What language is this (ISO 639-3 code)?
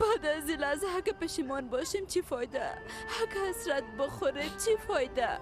fas